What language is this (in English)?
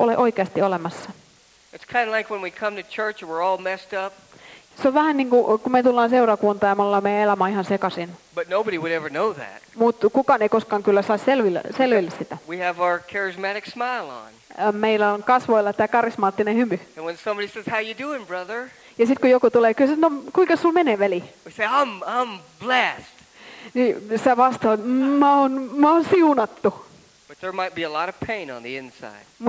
Finnish